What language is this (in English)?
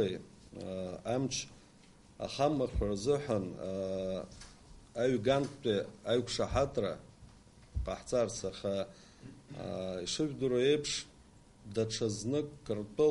Abkhazian